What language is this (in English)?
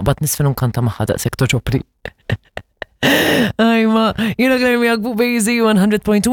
Maltese